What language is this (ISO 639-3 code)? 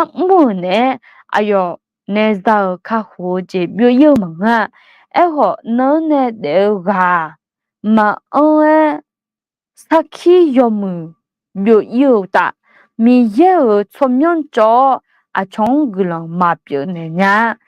ahk